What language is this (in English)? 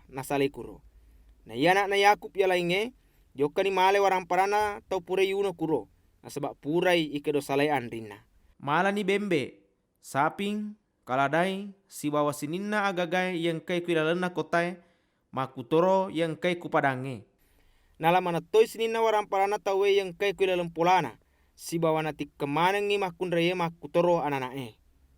Buginese